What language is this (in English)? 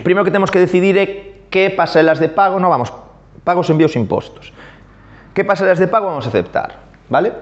Galician